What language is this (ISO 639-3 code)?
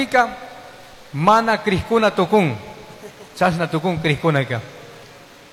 qug